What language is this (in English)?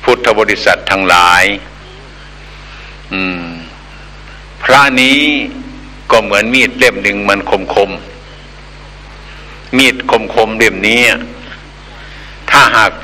Thai